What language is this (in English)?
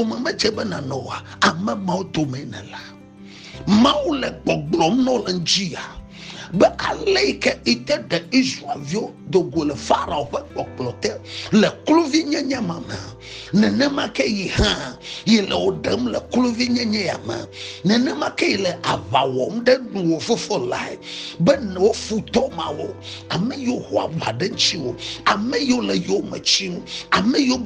Ewe